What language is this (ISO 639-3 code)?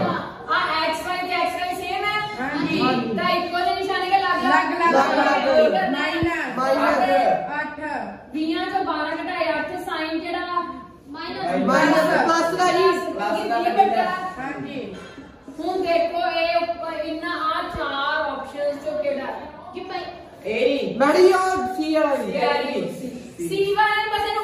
pan